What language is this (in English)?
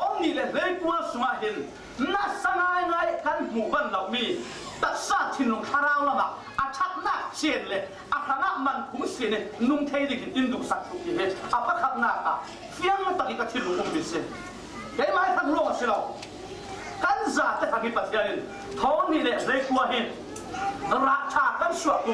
Falam Chin